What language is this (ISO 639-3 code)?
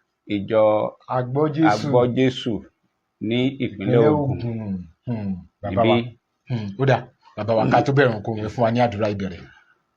yor